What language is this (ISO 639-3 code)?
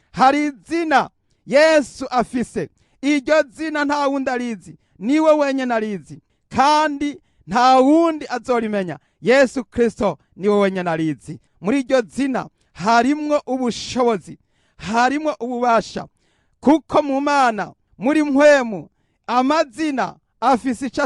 run